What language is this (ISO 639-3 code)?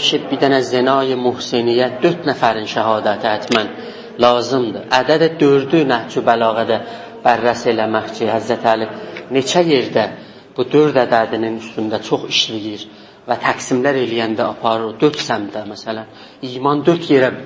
azb